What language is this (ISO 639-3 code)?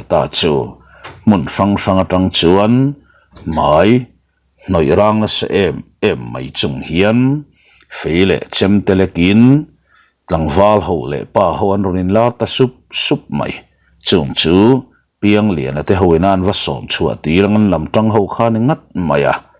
lus